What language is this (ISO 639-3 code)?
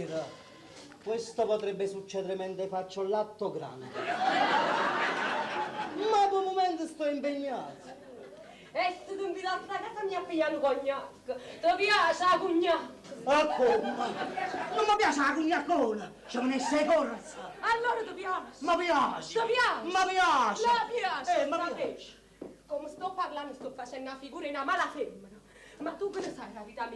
nap